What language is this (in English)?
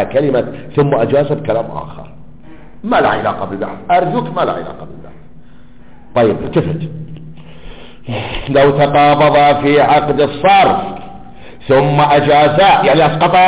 Arabic